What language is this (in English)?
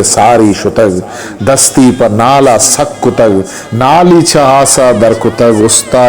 Eastern Balochi